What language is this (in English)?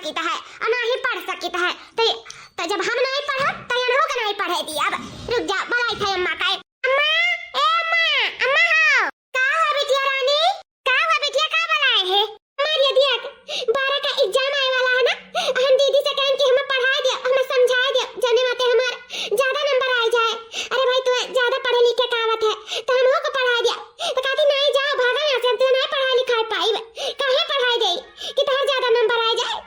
Awadhi